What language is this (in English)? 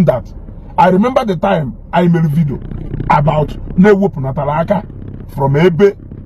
Igbo